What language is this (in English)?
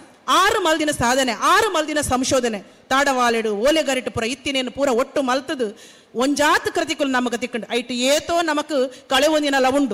Tulu